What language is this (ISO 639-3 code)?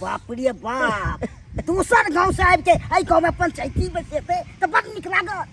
mai